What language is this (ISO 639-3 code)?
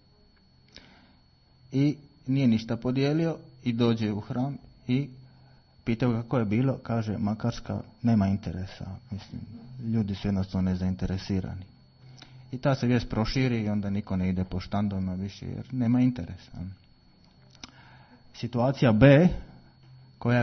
hrv